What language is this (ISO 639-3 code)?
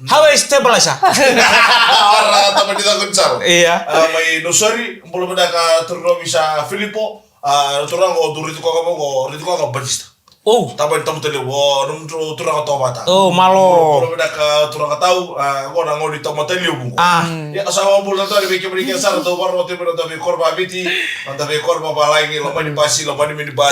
fij